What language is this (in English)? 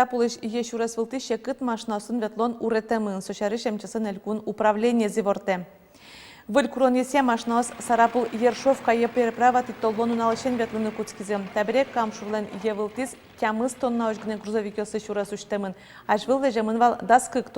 Udmurt